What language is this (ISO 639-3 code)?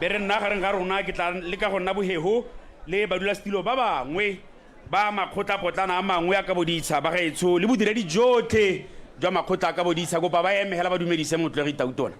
tsn